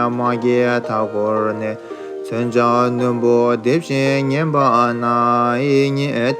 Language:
Tibetan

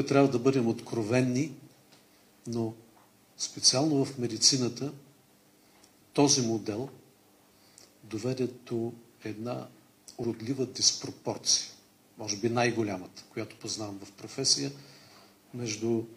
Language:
Bulgarian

